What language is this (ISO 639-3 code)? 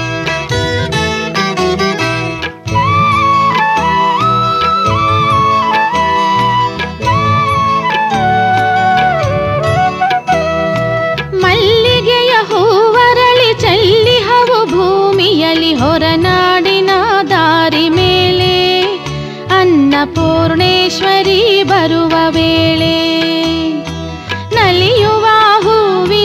kan